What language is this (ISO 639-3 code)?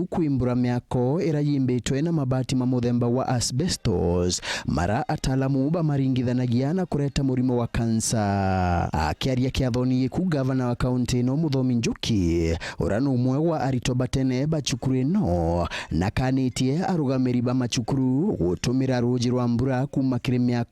mer